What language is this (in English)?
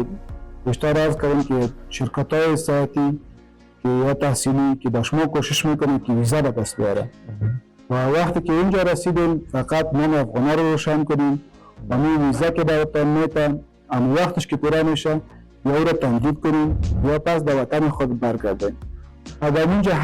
Persian